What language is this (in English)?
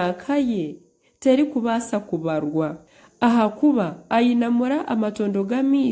Nyankole